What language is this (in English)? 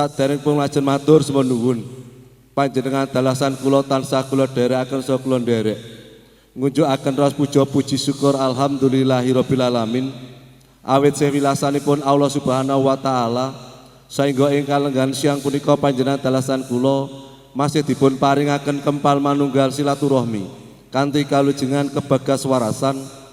Javanese